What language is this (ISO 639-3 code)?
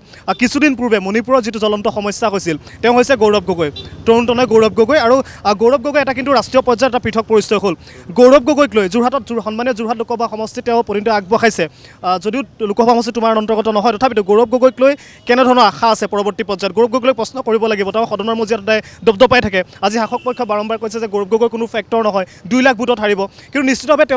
asm